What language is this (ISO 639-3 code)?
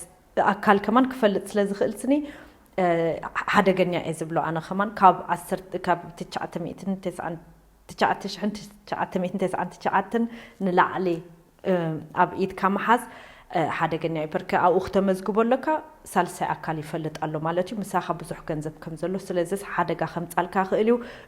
tir